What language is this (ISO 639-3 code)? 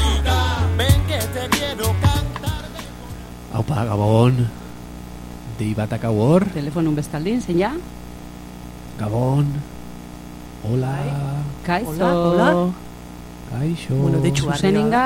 eus